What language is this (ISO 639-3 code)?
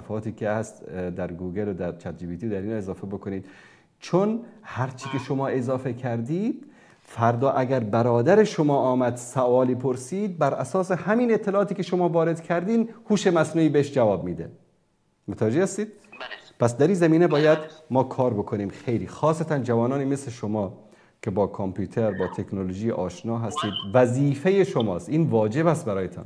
fas